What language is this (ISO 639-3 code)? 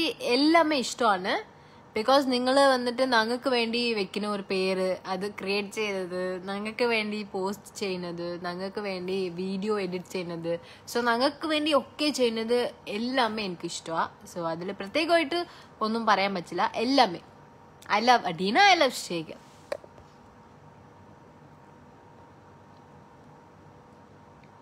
mal